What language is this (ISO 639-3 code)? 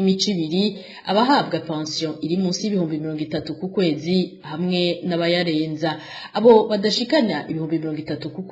run